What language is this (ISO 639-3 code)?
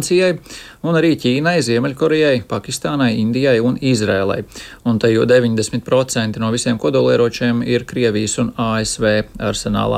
lav